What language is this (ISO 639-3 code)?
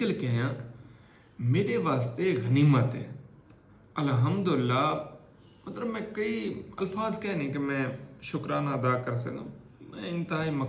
skr